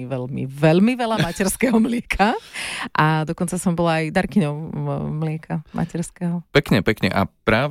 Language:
Slovak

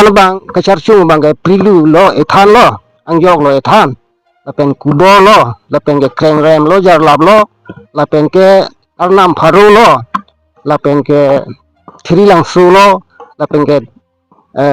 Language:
Karbi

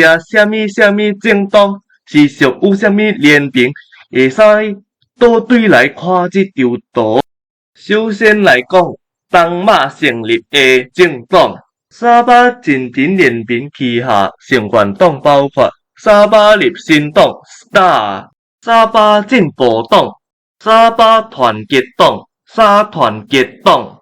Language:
Min Nan Chinese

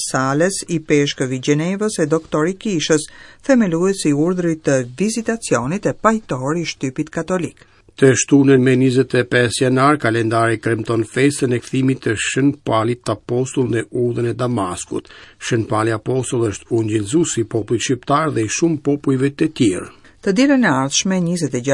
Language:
Albanian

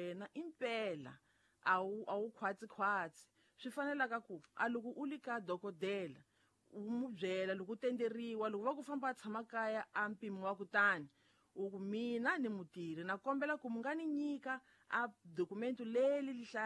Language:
Tsonga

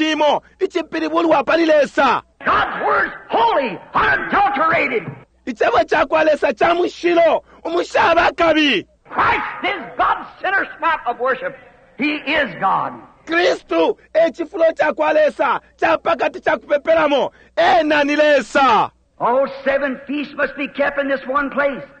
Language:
Bemba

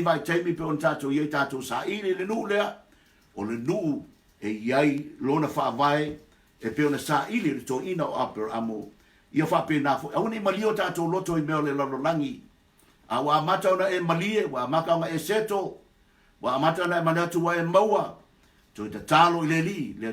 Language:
Samoan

